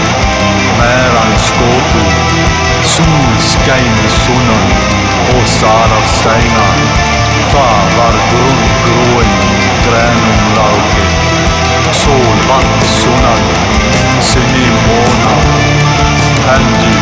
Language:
Icelandic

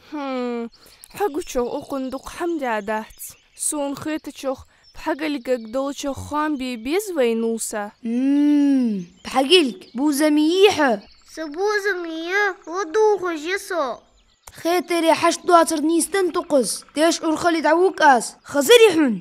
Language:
Ingush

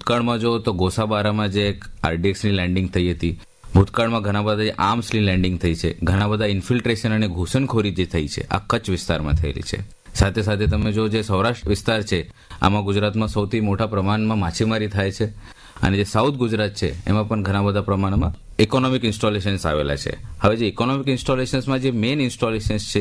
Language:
Gujarati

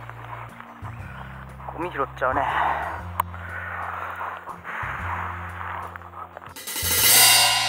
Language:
Japanese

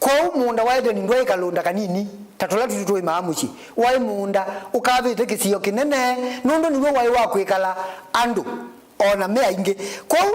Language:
Kamba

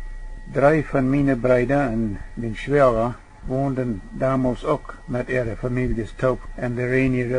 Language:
Plautdietsch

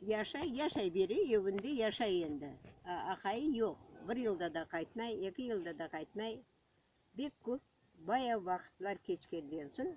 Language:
Crimean Tatar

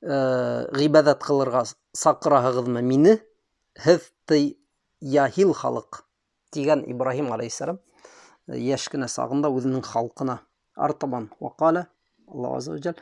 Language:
Bashkir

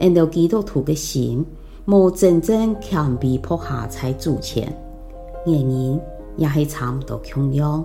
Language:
Hakka Chinese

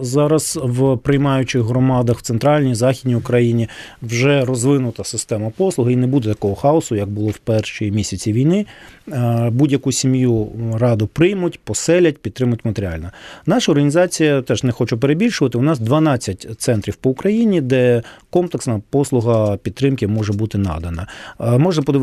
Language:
Ukrainian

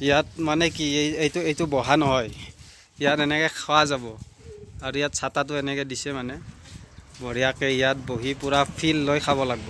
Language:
Assamese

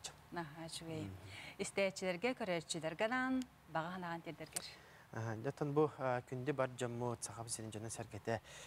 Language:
Yakut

